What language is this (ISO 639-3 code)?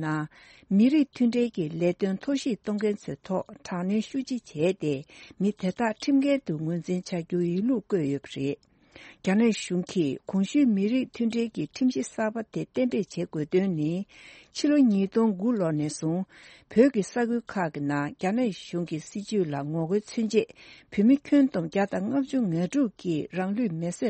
bod